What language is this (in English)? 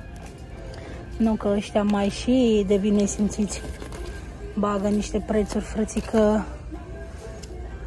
Romanian